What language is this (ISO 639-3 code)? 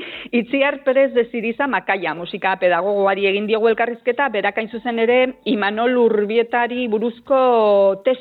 eus